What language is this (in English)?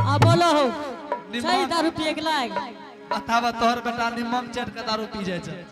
Angika